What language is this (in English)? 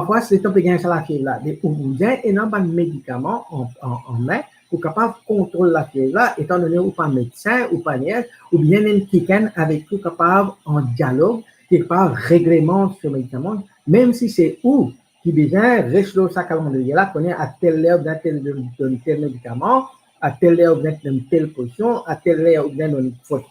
Morisyen